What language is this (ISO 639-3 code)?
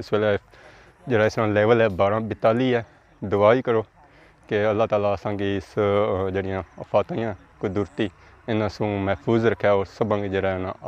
phr